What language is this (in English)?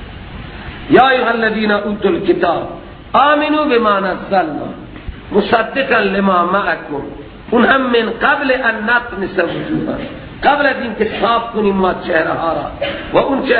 Persian